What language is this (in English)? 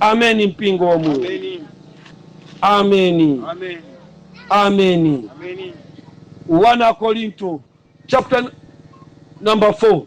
Nyanja